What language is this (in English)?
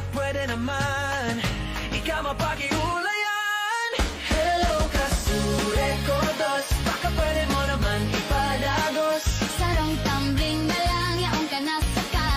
Bikol